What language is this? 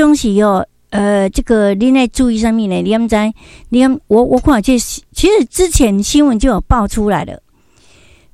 Min Nan Chinese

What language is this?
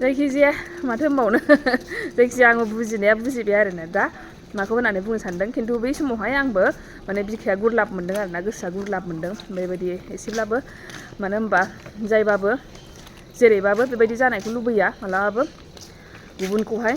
Bodo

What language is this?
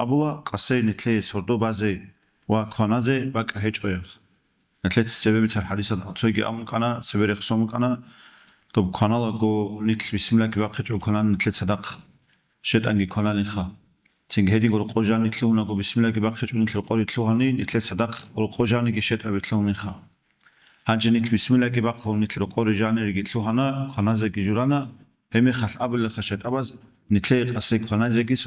Avaric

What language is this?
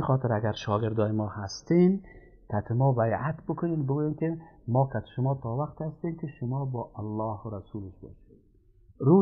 Persian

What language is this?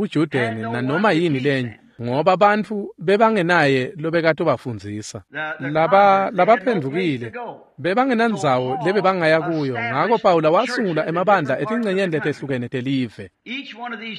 Swati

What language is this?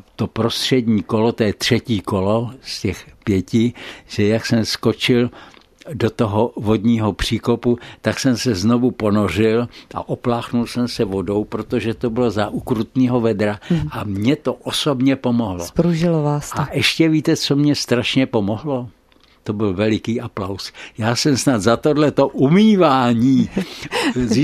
Czech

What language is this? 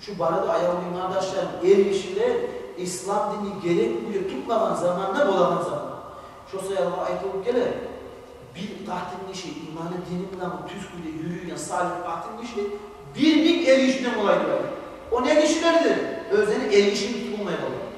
Kumyk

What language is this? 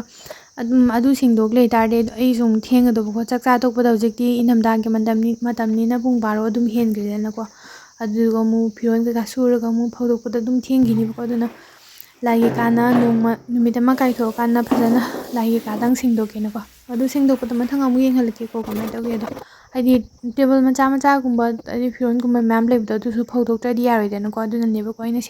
Manipuri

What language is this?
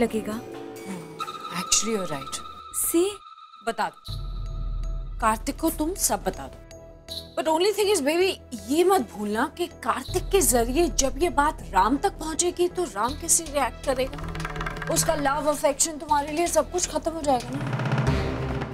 Hindi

